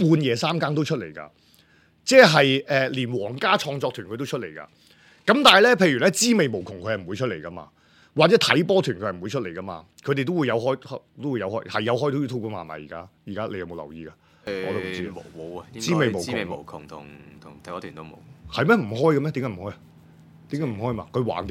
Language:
Cantonese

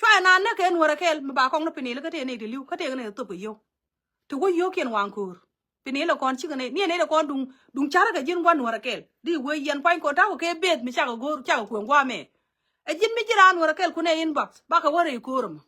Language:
Nuer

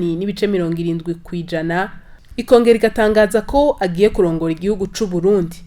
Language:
Rundi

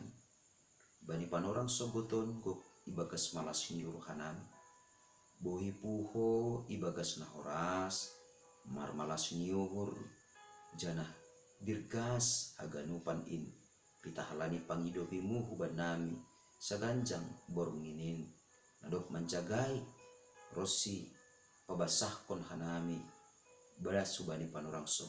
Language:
Batak Simalungun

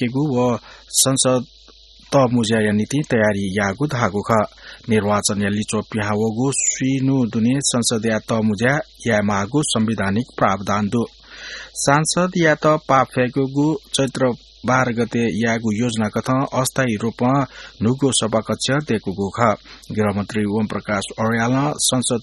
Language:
Newari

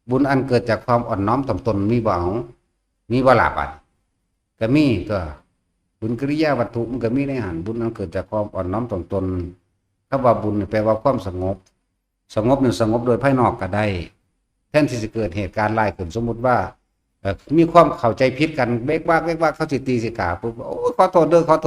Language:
Northeastern Thai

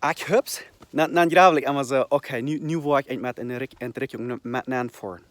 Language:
Plautdietsch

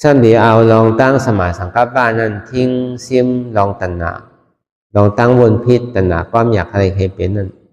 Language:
Shan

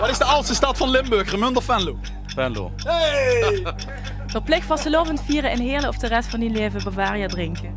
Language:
Limburgish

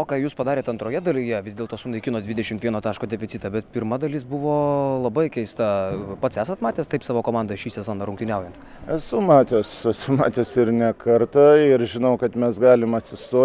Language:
Lithuanian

